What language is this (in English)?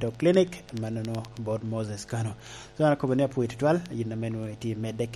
Lango (Uganda)